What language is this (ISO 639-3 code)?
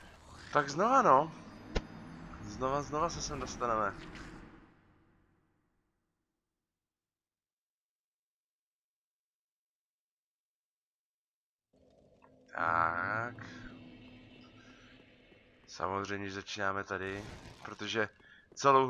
ces